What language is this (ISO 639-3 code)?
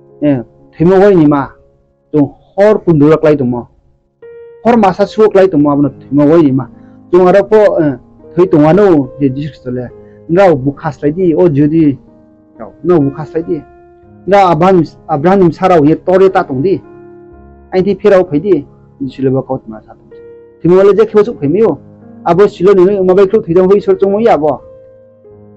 ria